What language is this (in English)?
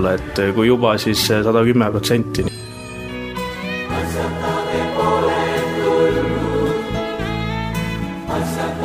Estonian